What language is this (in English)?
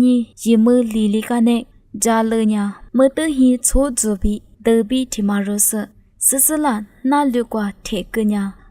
Lisu